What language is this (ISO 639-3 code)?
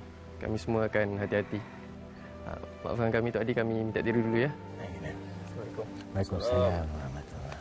msa